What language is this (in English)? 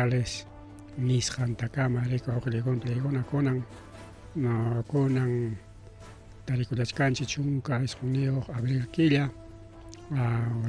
Ayacucho Quechua